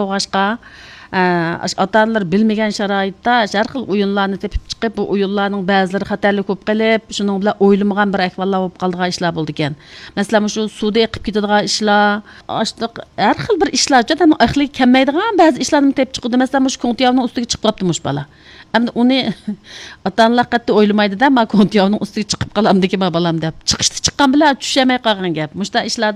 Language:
Uyghur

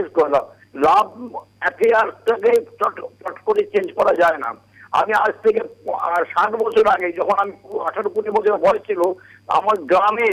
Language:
Bangla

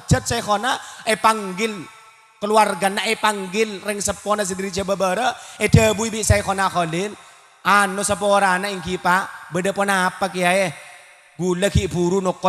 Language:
Madurese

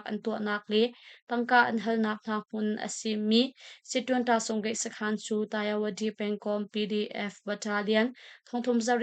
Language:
Hakha Chin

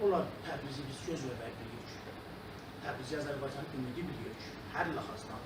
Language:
South Azerbaijani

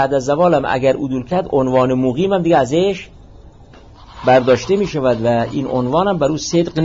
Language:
Persian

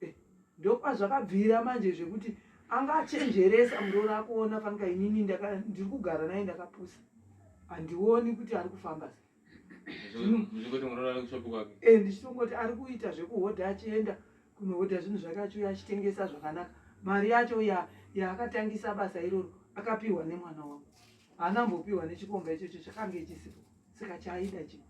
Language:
Shona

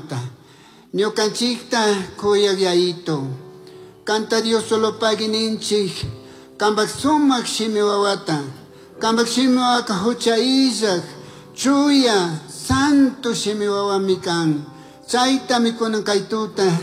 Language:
Chimborazo Highland Quichua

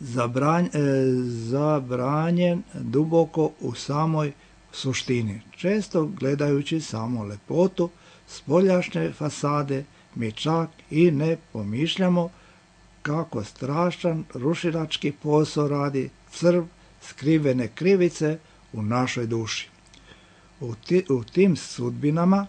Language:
Serbian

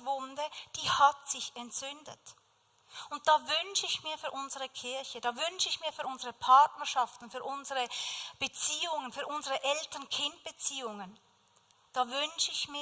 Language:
Swiss German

